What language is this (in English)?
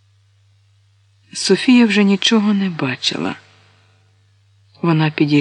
Ukrainian